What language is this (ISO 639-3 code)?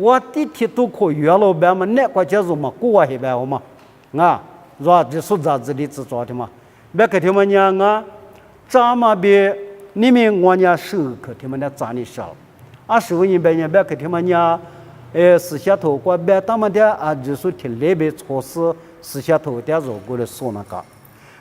lis